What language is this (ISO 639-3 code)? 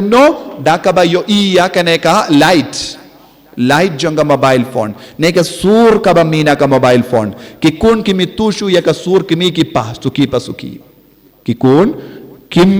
kha